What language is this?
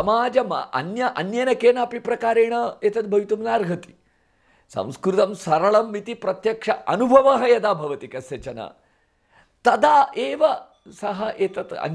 Sanskrit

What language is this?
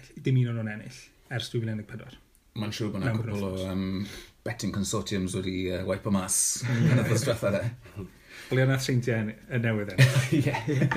Welsh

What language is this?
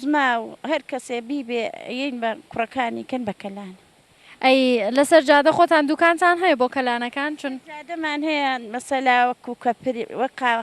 Central Kurdish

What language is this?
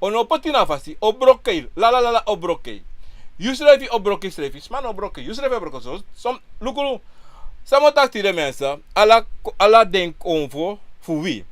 Sranan Tongo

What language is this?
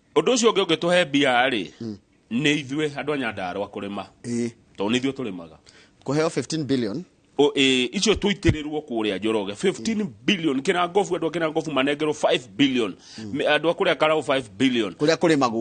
Kikuyu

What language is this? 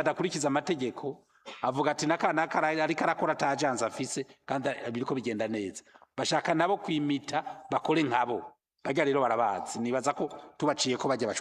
Rundi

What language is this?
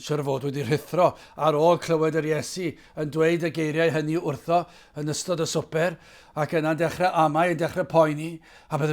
Welsh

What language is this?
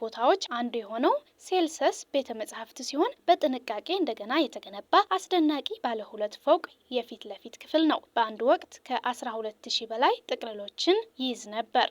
Amharic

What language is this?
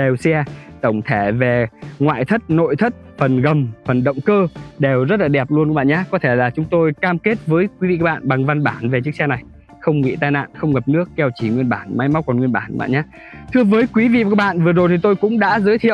Vietnamese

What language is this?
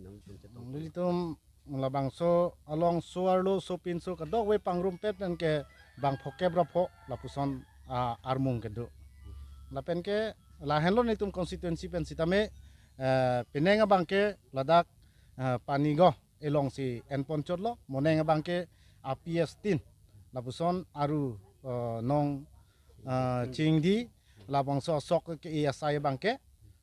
Karbi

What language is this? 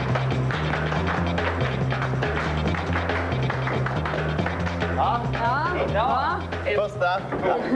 Swedish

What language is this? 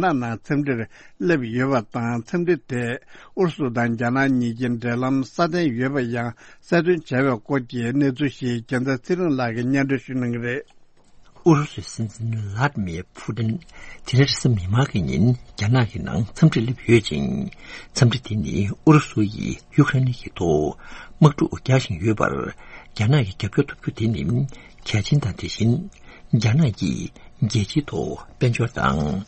Tibetan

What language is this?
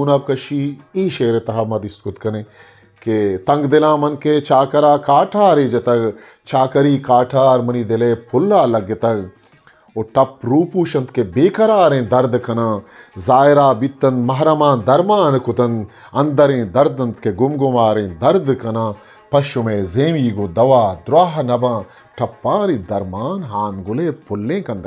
Eastern Balochi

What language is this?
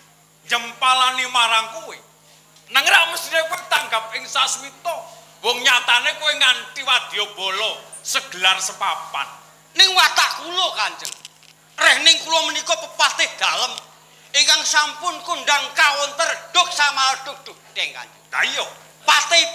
Javanese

